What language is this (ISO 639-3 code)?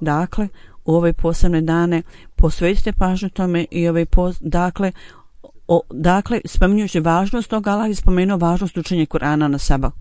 bos